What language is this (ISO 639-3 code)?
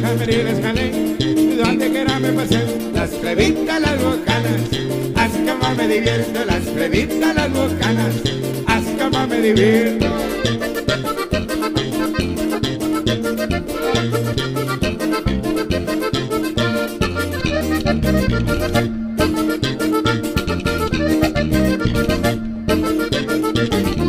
spa